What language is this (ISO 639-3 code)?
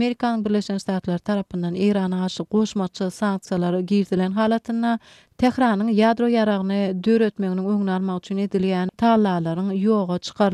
kir